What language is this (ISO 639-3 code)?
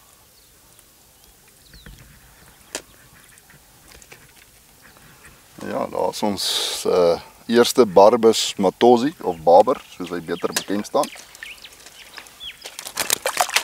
afr